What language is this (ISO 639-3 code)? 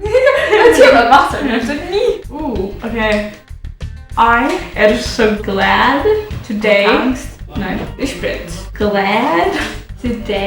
fao